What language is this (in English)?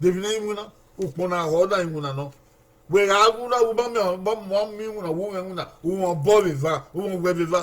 Bini